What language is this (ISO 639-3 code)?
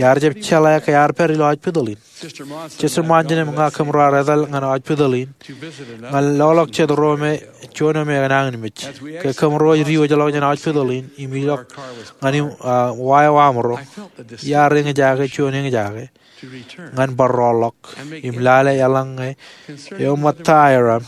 mah